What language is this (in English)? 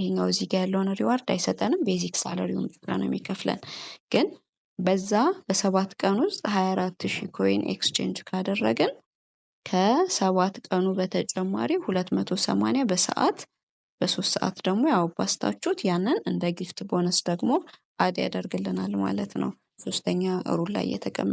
Amharic